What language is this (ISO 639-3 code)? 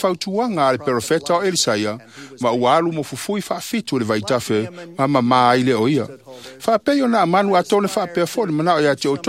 smo